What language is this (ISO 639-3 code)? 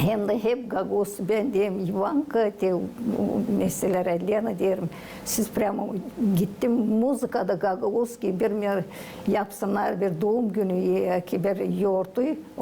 gag